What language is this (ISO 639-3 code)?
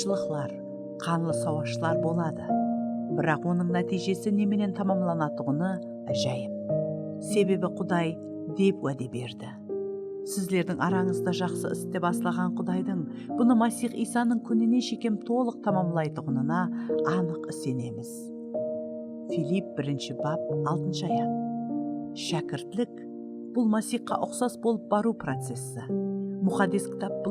kaa